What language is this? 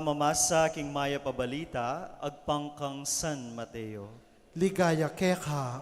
Pampanga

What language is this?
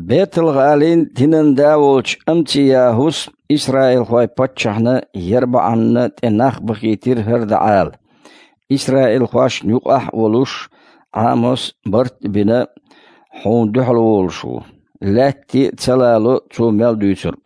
Chechen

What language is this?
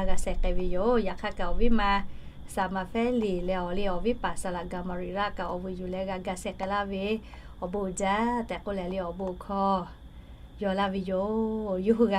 Lahu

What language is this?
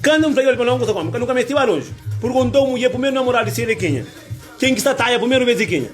Kabuverdianu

